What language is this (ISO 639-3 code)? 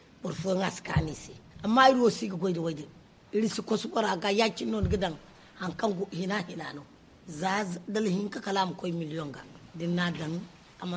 dje